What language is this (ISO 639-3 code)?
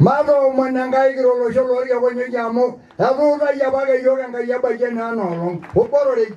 mas